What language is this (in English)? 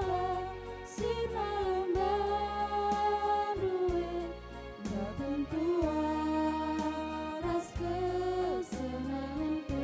Batak Karo